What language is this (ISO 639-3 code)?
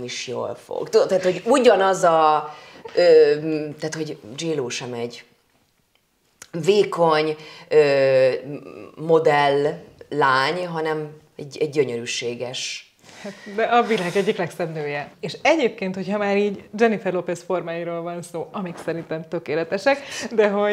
hun